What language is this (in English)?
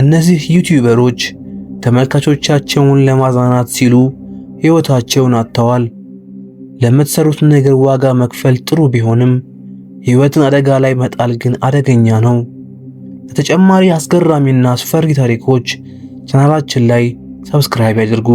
Amharic